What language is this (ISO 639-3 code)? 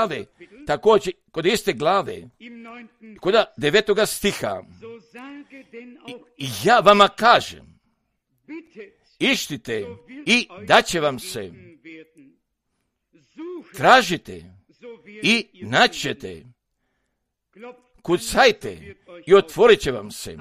hrv